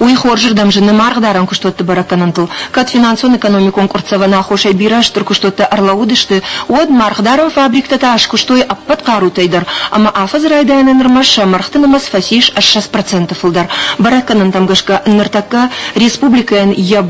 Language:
Ossetic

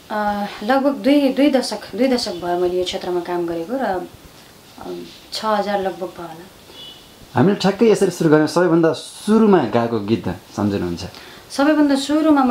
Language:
Nepali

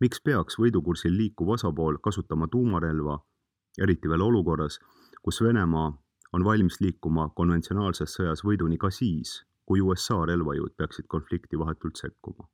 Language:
Estonian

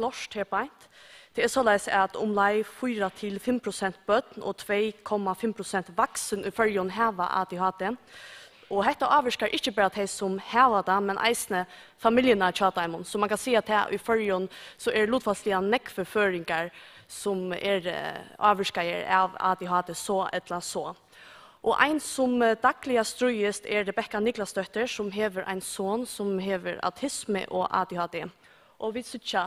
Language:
Faroese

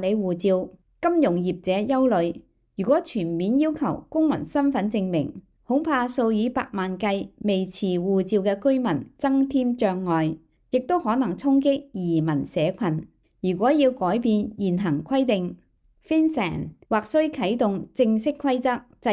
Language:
Cantonese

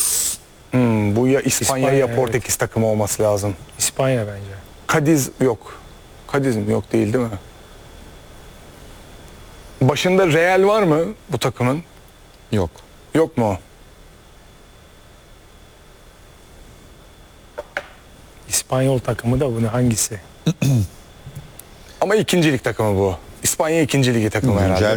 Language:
Turkish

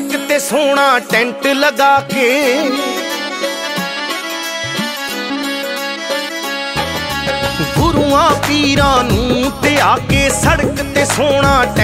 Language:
Punjabi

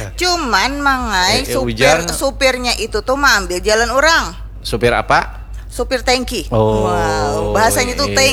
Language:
Banjar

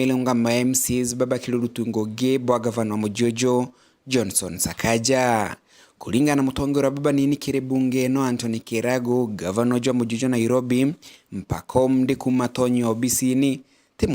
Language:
Meru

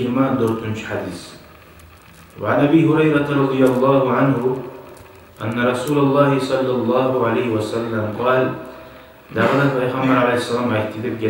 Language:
Kumyk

